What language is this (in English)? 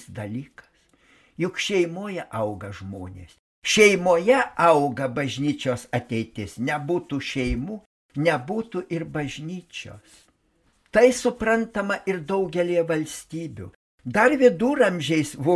Lithuanian